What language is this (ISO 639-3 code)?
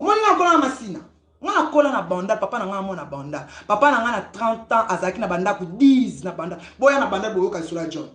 lin